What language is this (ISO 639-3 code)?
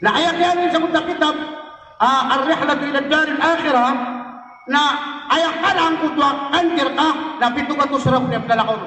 mrw